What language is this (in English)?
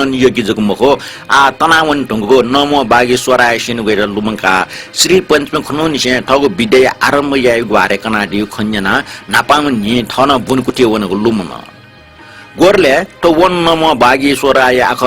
Newari